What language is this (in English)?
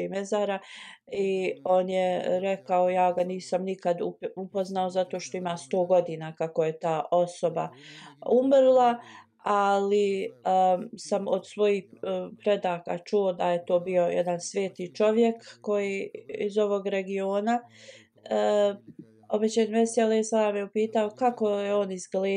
Bosnian